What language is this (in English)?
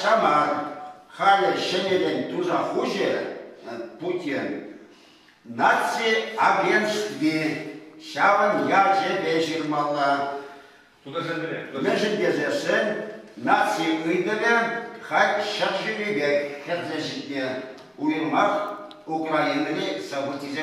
Chuvash